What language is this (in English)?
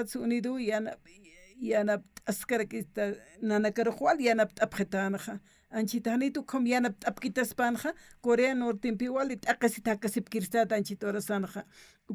Aymara